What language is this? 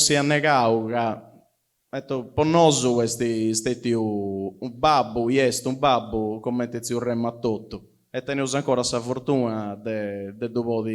Sardinian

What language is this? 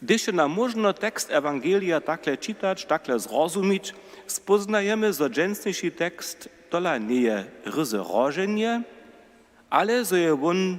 Upper Sorbian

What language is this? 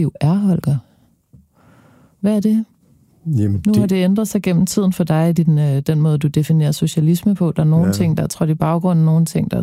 Danish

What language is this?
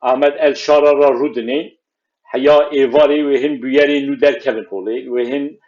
Kurdish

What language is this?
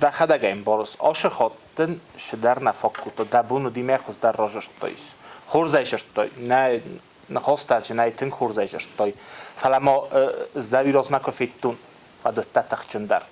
Ossetic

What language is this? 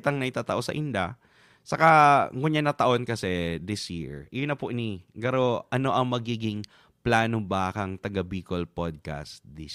Bikol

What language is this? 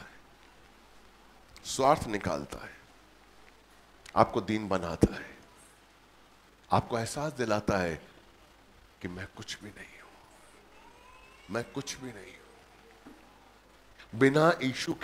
Hindi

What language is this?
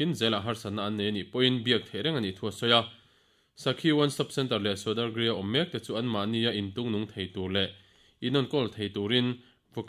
Mizo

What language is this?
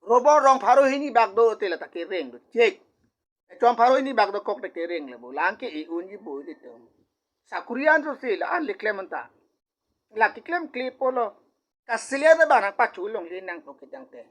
Karbi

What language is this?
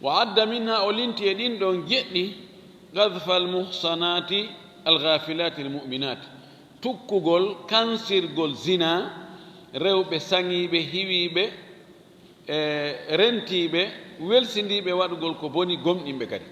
Fula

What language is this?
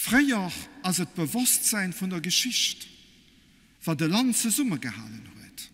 Luxembourgish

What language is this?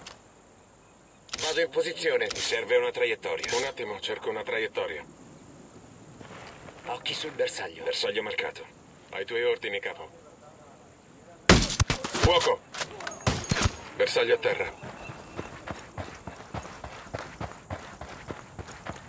Italian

